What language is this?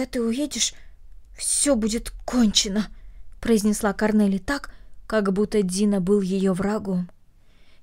Russian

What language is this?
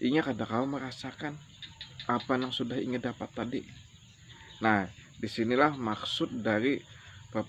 Banjar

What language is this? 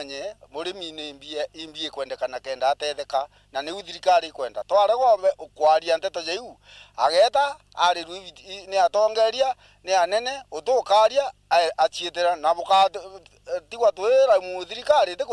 Meru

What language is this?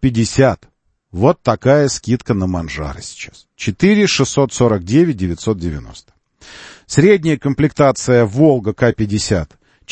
Russian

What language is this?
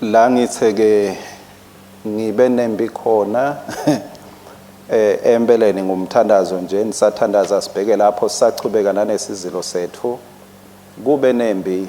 Swati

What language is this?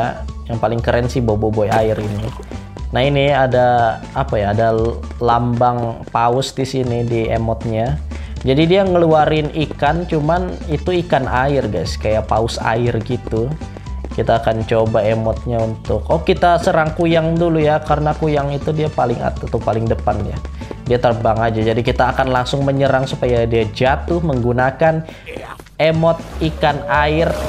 Indonesian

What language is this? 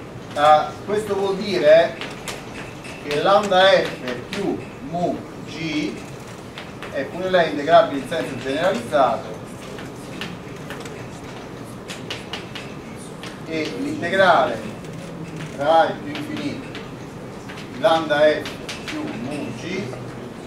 Italian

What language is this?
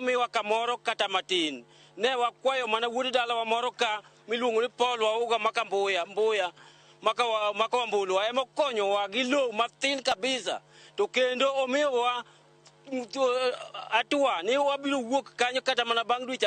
Luo (Kenya and Tanzania)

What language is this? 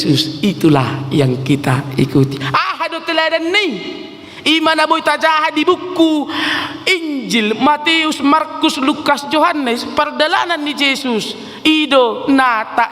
Batak Toba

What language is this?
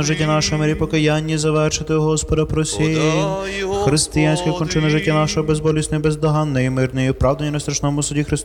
Ukrainian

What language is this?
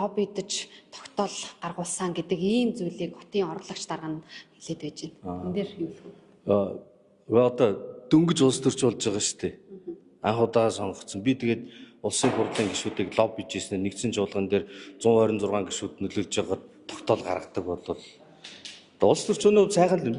Mongolian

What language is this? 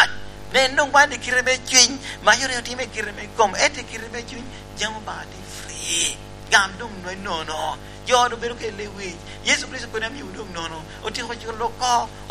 Lango (Uganda)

